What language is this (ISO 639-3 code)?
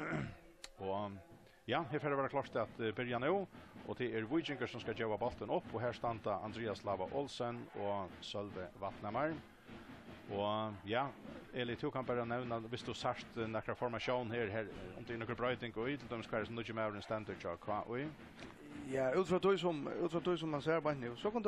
fao